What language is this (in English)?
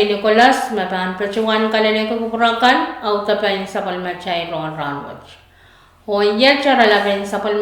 Pohnpeian